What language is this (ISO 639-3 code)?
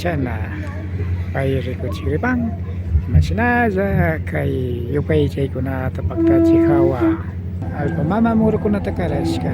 qvi